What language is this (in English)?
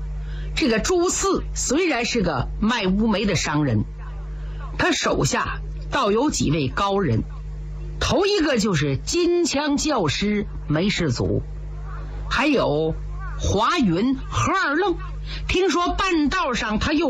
Chinese